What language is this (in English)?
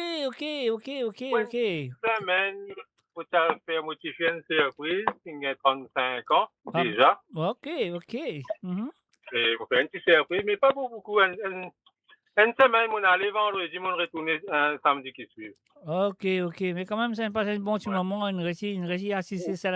Morisyen